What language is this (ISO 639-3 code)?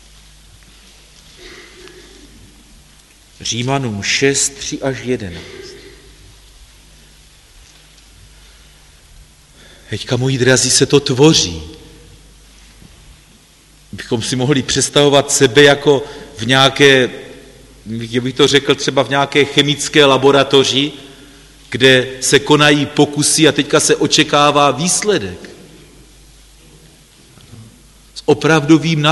ces